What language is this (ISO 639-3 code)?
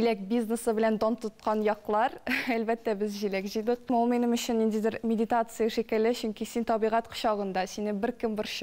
tat